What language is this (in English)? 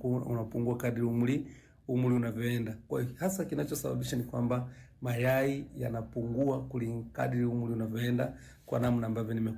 Swahili